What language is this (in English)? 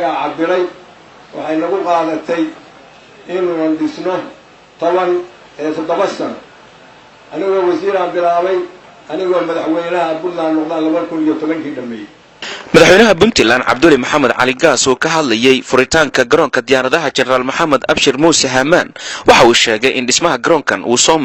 Somali